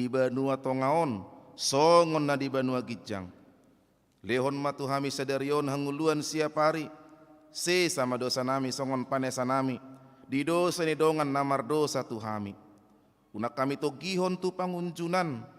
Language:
Batak Toba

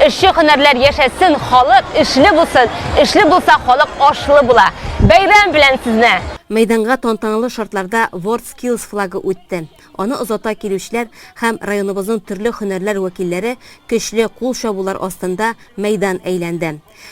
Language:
Tatar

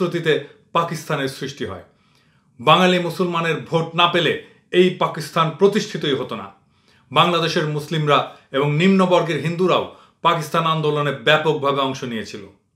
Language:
Bangla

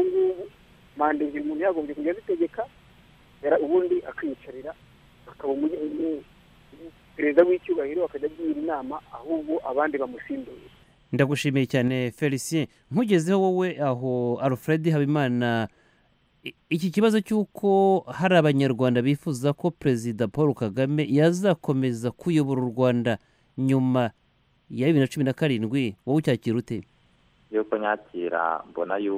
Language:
Kinyarwanda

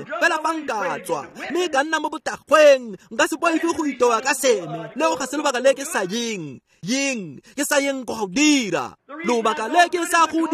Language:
Tswana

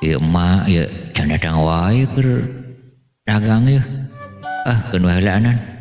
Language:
Sundanese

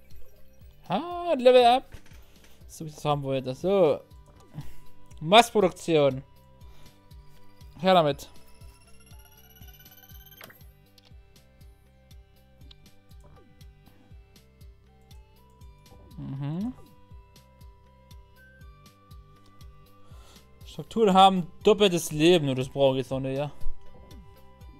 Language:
German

